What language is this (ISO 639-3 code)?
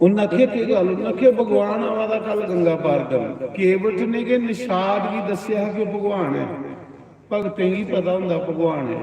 doi